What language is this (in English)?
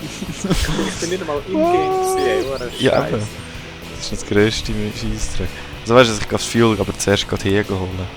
Swiss German